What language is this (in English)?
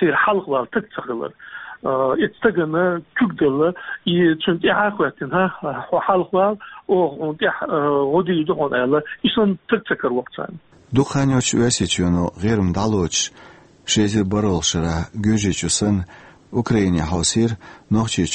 Chechen